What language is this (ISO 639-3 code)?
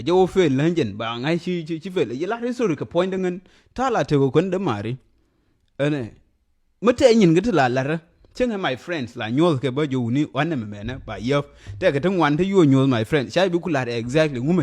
nus